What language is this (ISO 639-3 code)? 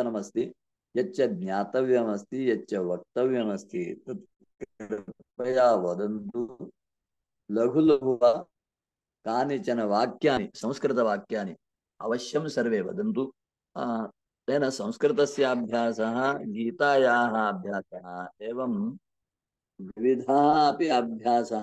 san